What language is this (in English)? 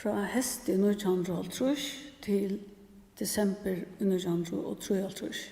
Faroese